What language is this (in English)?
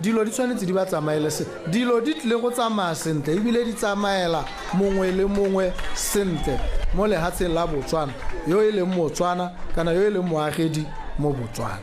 Tswana